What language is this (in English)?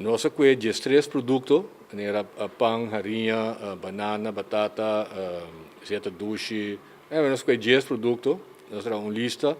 Papiamento